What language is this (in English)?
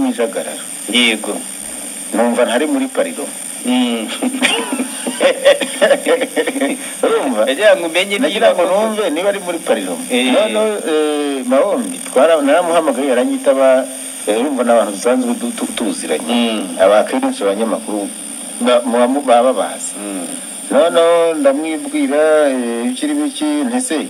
Kinyarwanda